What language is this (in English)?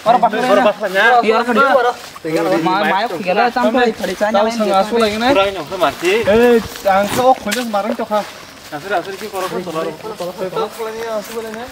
Kok Borok